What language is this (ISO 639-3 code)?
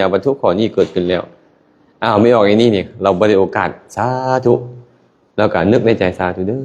lao